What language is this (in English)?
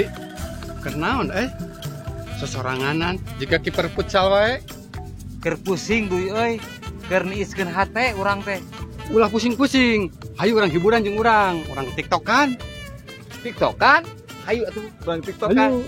Sundanese